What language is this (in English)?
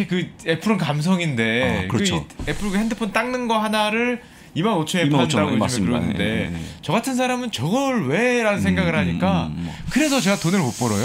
Korean